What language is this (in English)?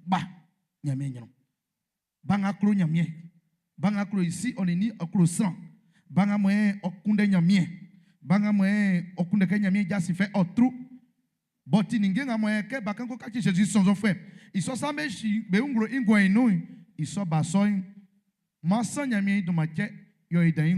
Baoulé